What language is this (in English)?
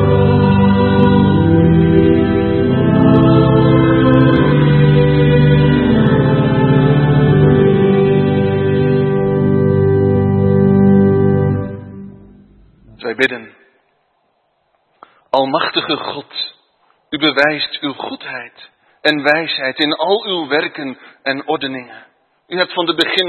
Dutch